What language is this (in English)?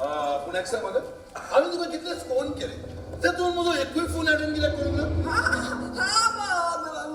Konkani